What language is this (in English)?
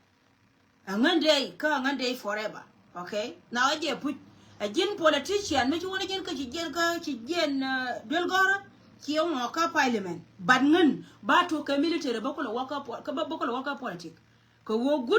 Nuer